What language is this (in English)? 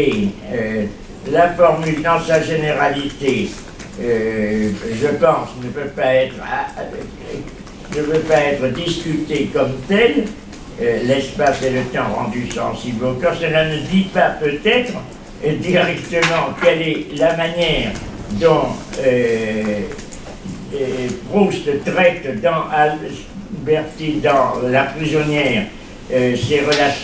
French